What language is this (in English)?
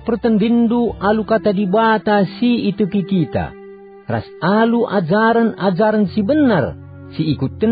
Batak Karo